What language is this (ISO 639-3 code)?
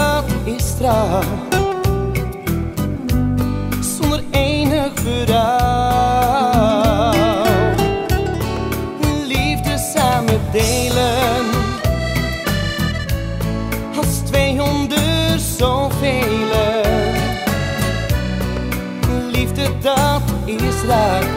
nld